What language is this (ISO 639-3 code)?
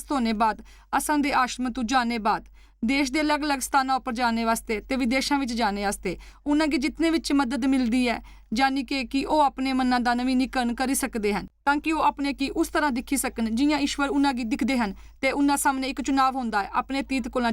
doi